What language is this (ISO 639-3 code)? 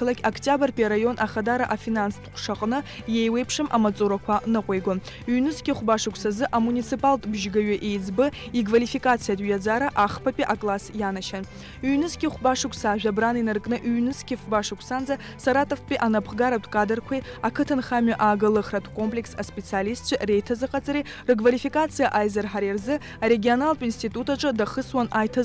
abk